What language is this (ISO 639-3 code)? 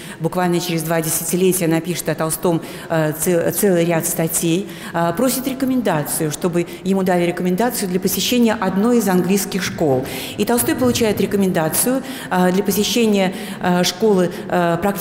rus